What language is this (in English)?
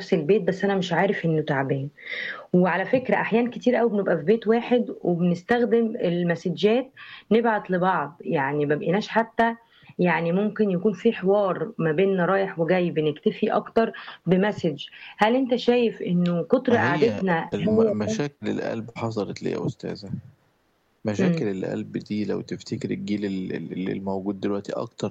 Egyptian Arabic